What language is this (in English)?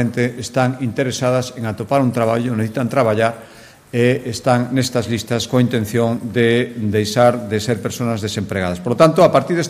Galician